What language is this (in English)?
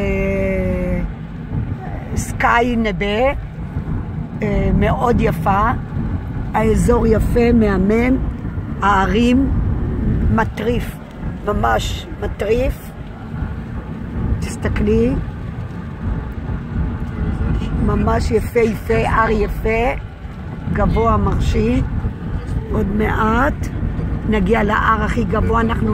Hebrew